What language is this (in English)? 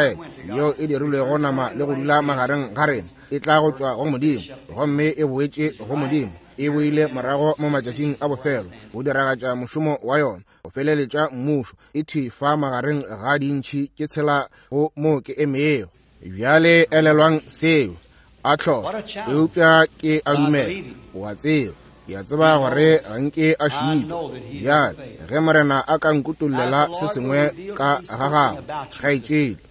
Northern Sotho